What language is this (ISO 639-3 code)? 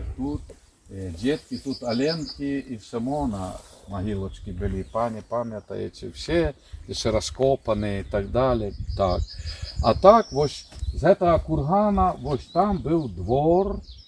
bel